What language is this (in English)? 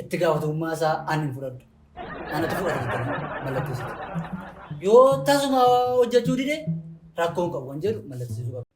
Oromo